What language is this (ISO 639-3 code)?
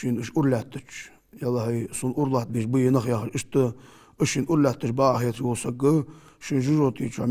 inh